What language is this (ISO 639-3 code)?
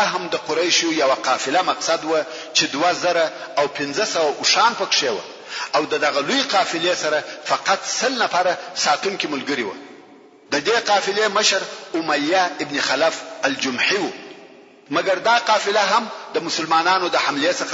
pus